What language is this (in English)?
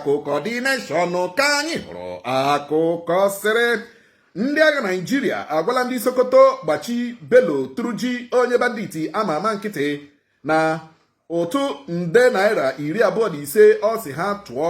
Igbo